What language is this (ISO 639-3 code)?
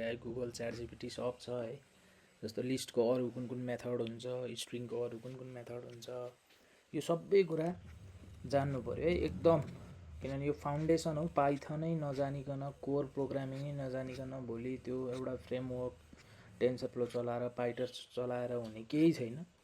nep